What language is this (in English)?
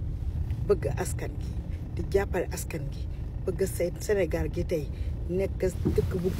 Wolof